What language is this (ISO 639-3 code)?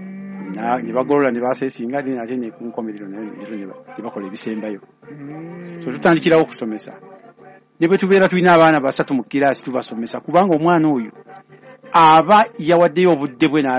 lug